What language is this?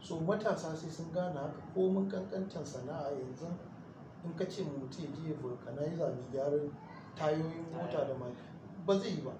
Hausa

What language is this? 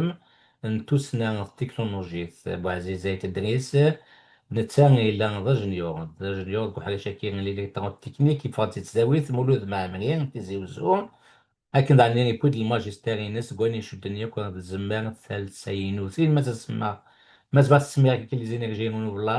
Kabyle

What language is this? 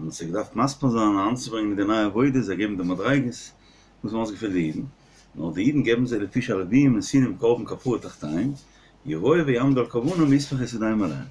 Yiddish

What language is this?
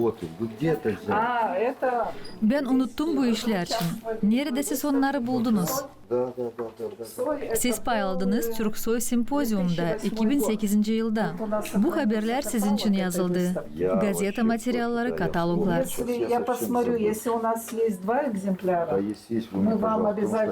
Gagauz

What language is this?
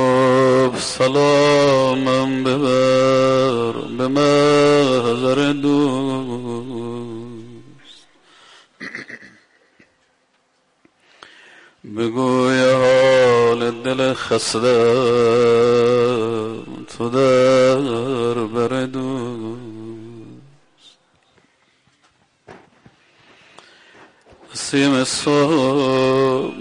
Persian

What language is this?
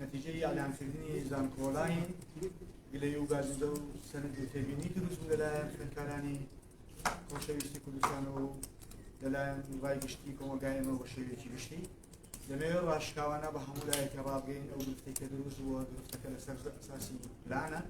Central Kurdish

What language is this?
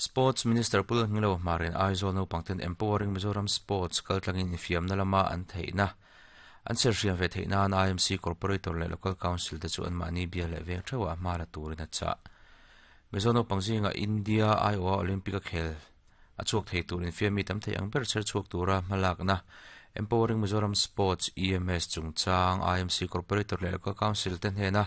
Mizo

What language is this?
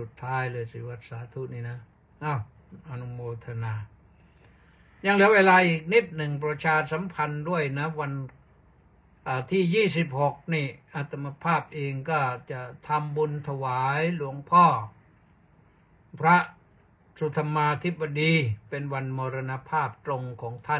Thai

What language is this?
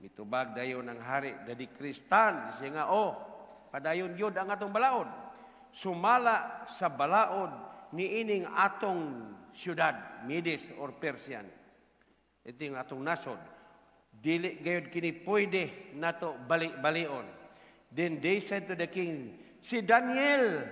Cebuano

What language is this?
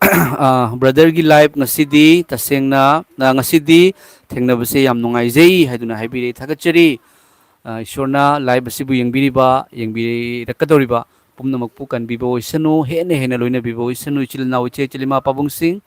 Manipuri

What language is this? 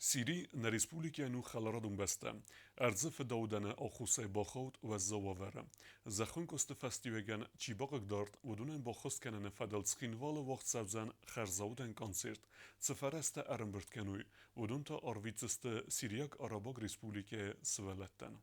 Ossetic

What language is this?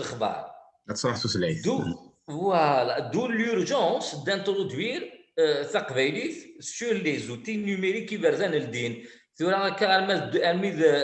Kabyle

